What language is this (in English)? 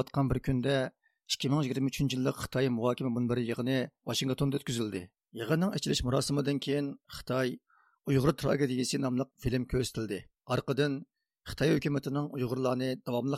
Uyghur